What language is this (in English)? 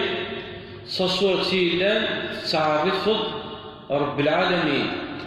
Kabyle